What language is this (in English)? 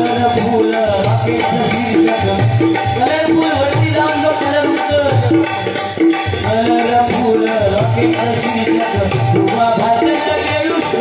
Marathi